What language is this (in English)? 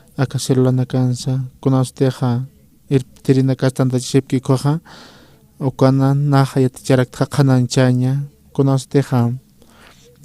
Aymara